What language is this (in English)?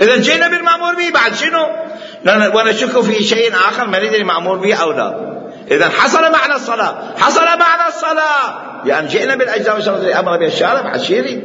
Mesopotamian Arabic